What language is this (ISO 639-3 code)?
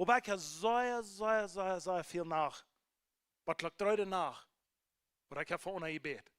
pdt